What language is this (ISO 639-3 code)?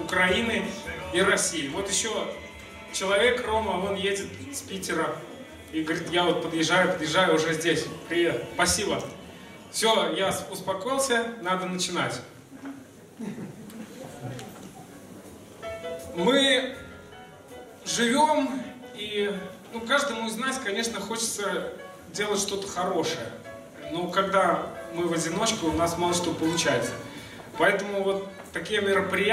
rus